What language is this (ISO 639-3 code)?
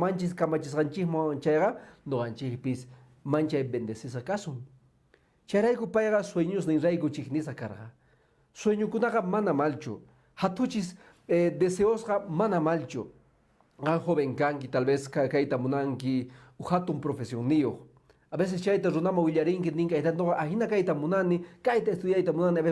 que